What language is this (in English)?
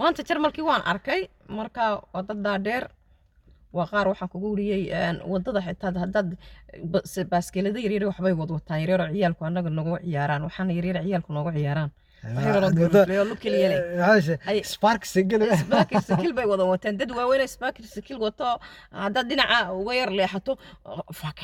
Somali